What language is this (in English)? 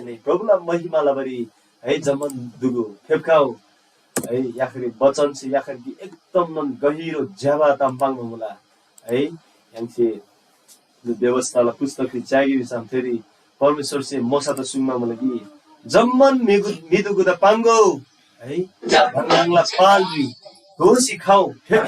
Eastern Tamang